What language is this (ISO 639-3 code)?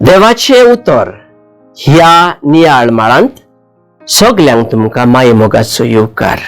kok